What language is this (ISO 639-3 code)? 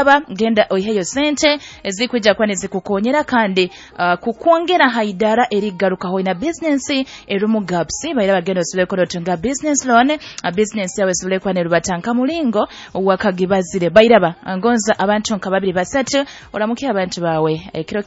nyo